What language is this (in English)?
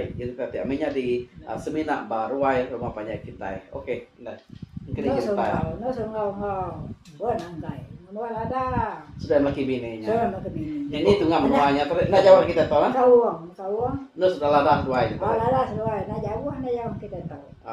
Iban